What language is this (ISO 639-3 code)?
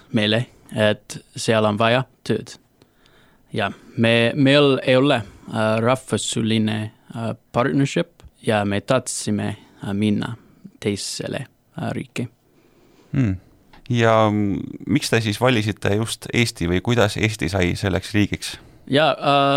est